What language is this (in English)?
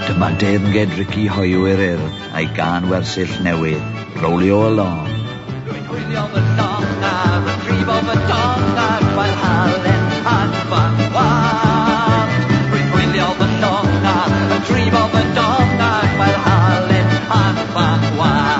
Welsh